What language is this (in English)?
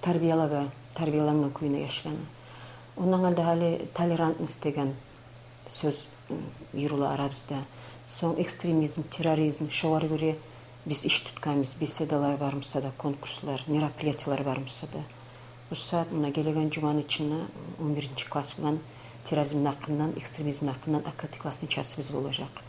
Kumyk